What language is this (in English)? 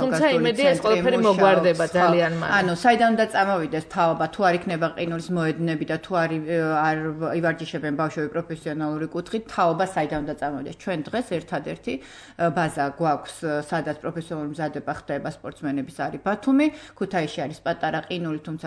Georgian